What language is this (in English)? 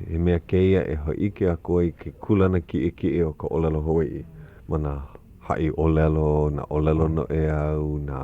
Hawaiian